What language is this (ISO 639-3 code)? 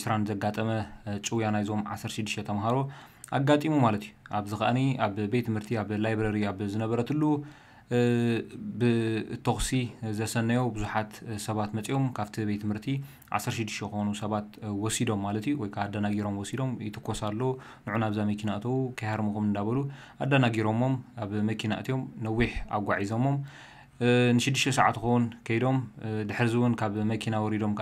tir